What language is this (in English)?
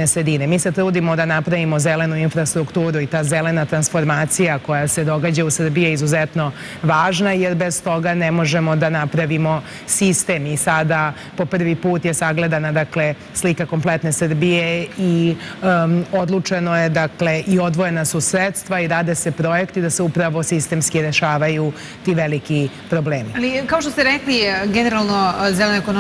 Serbian